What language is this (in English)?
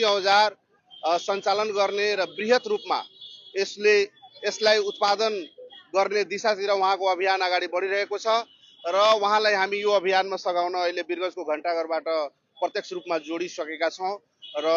Nepali